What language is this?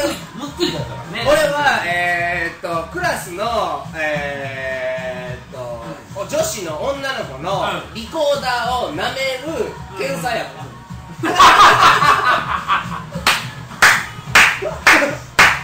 Japanese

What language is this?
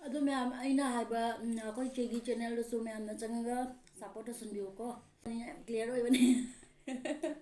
Manipuri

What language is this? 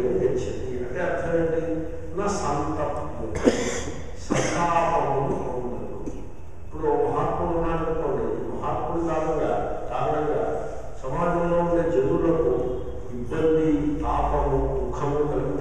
Telugu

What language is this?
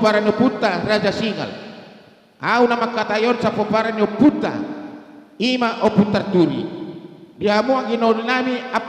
Batak Karo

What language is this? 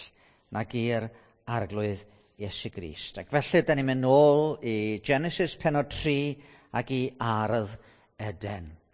Welsh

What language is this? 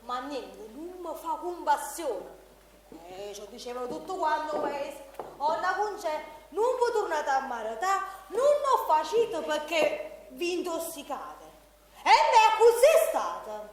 Neapolitan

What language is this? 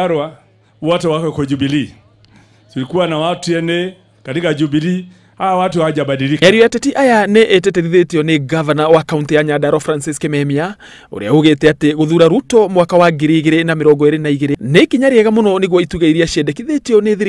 Kikuyu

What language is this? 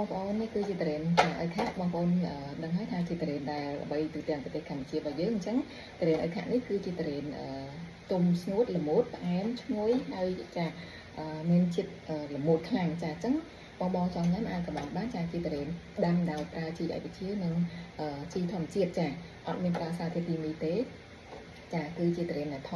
Khmer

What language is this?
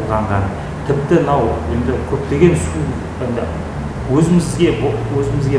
Kazakh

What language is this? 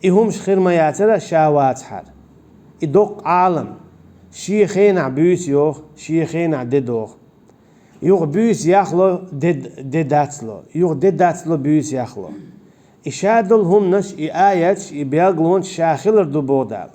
Chechen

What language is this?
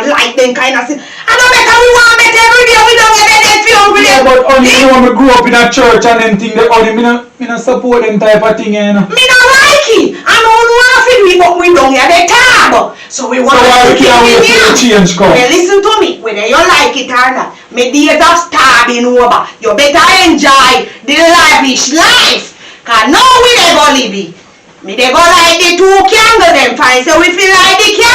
Jamaican Creole English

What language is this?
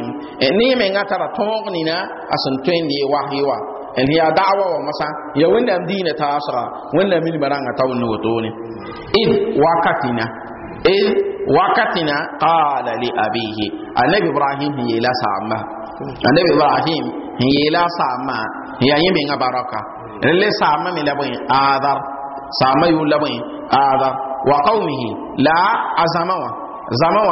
Mossi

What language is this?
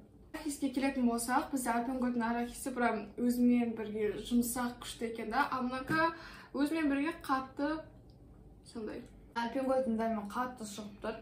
Kazakh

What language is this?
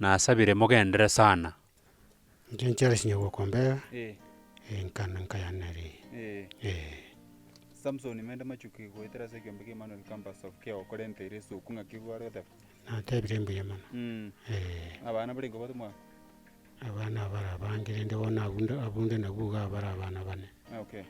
Gusii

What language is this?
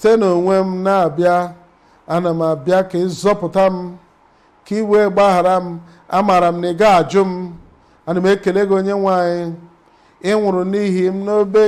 Igbo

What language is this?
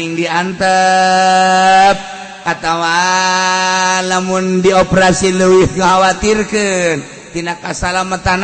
Sundanese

